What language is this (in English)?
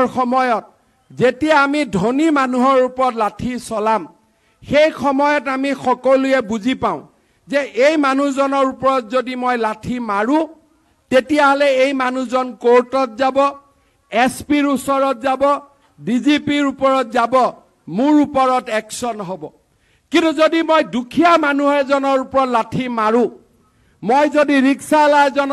Assamese